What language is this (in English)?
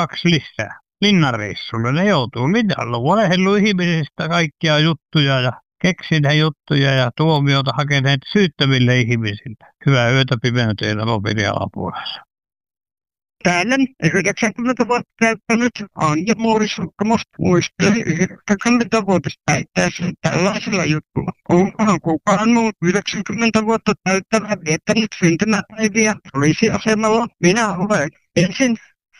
Finnish